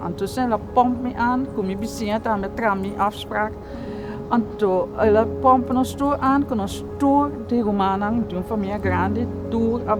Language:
Papiamento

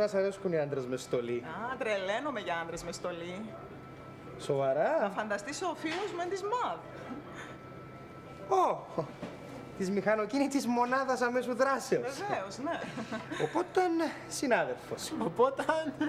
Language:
Greek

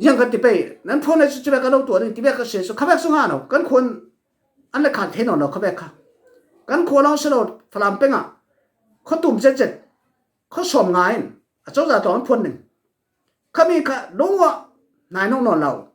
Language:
Falam Chin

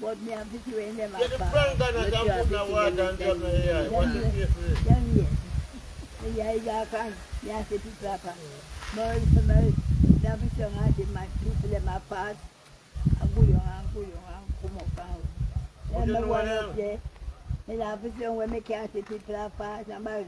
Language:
Jamaican Creole English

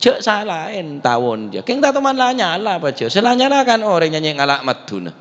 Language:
Madurese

